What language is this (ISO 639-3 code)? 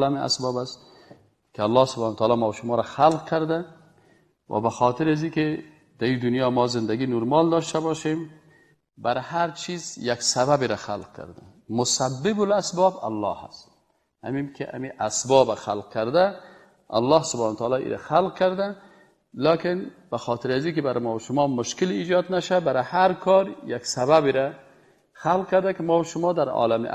fas